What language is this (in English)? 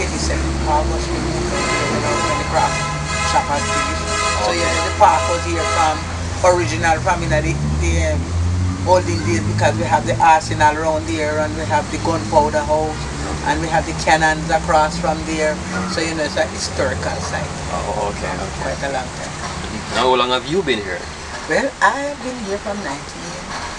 Jamaican Creole English